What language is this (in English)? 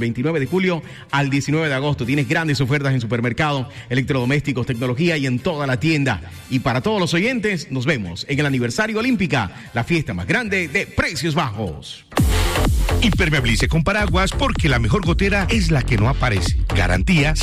Spanish